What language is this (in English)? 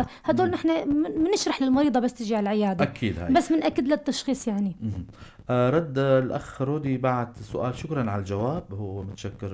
North Levantine Arabic